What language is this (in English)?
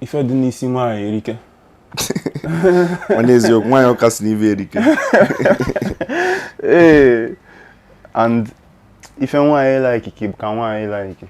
Igbo